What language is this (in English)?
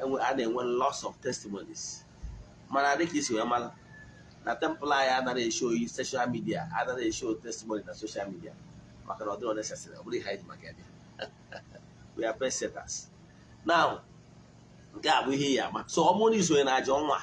Igbo